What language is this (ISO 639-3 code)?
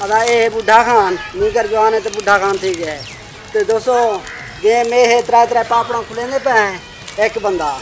skr